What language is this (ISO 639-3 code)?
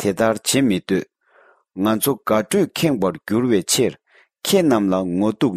bod